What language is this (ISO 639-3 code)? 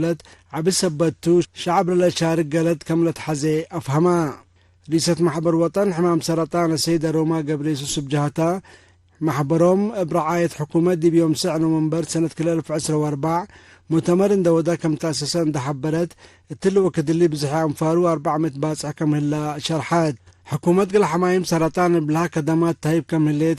tig